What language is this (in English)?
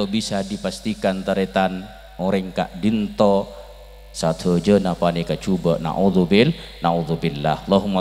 Madurese